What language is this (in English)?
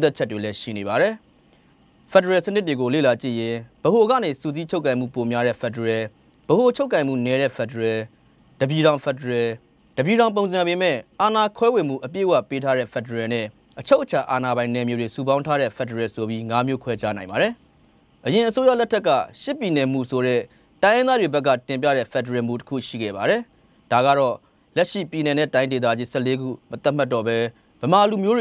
Burmese